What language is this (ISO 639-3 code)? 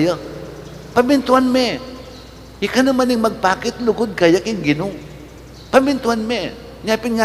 pam